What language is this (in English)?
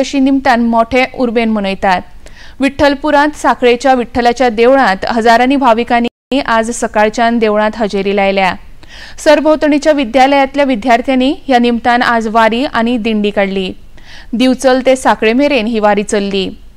Konkani